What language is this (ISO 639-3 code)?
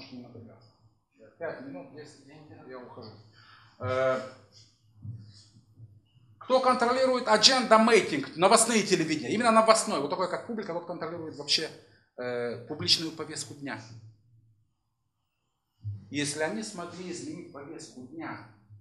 rus